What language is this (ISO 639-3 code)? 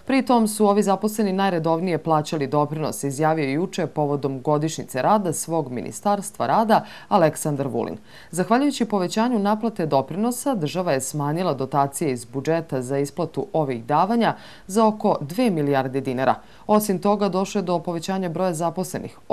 srp